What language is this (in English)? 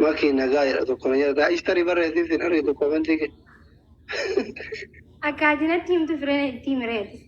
Oromo